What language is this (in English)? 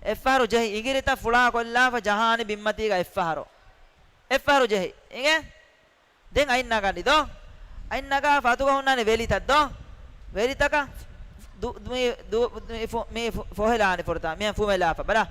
Divehi